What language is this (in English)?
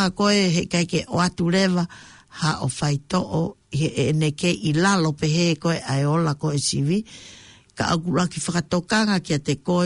Tongan